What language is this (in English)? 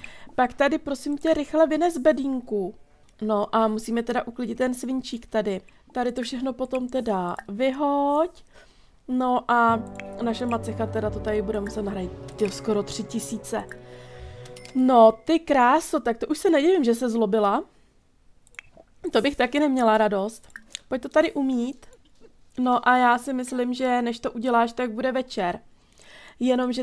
Czech